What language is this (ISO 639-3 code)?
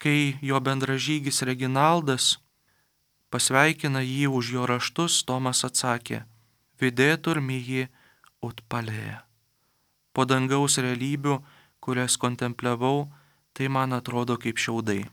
lit